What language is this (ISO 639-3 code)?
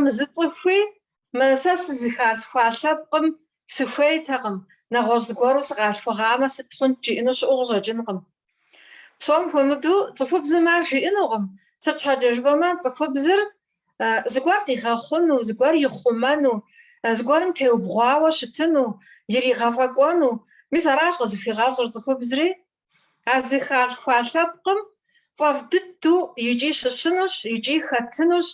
kbd